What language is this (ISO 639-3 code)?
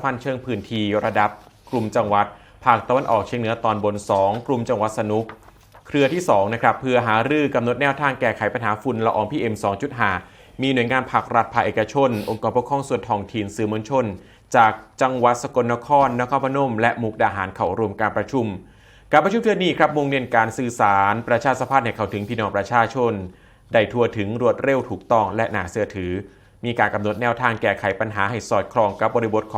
tts